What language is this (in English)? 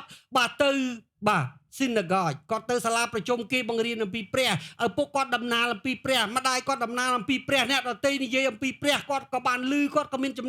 Khmer